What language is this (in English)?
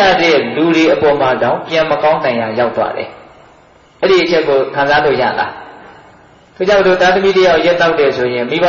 Burmese